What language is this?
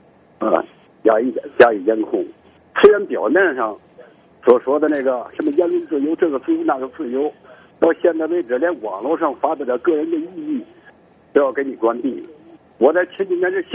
Chinese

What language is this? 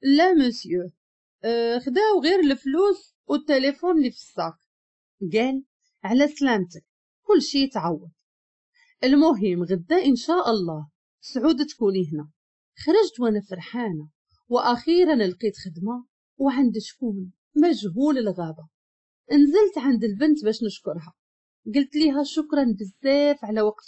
Moroccan Arabic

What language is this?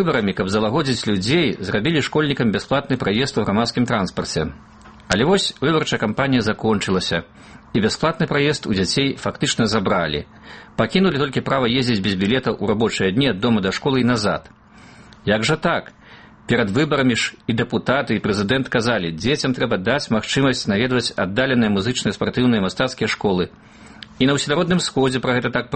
Belarusian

